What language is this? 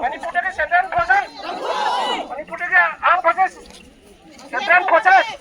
Manipuri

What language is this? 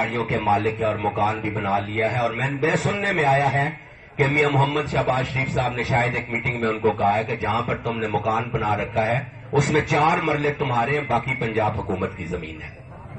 Urdu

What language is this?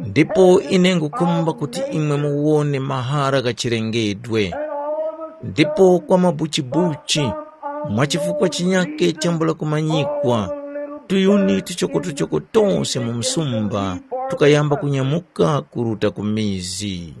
Tumbuka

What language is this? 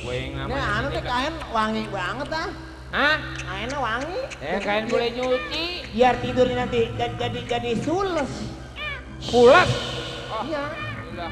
Betawi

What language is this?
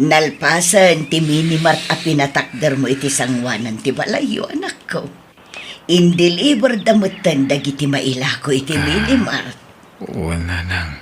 Iloko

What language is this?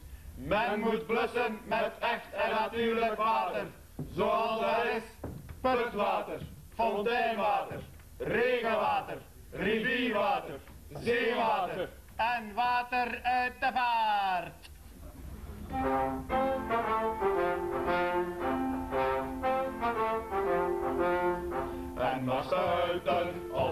Dutch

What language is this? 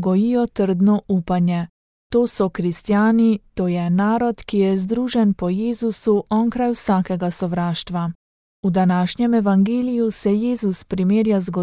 Slovenian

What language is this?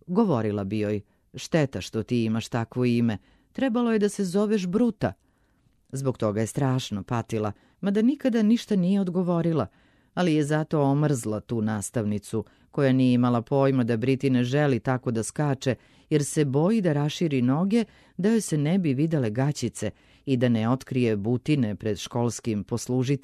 Serbian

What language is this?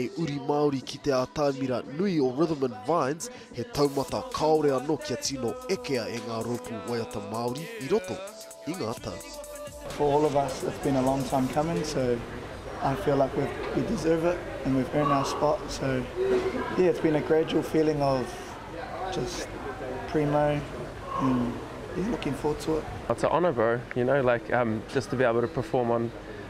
Māori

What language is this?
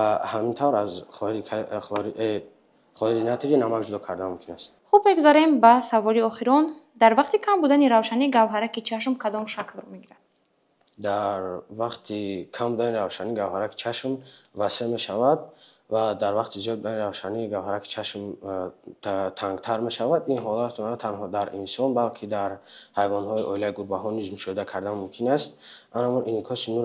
Tajik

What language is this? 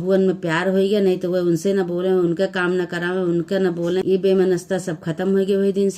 Awadhi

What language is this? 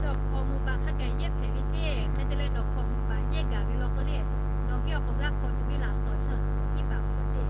Lahu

